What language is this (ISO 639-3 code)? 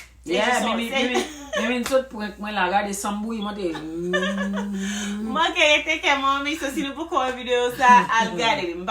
hat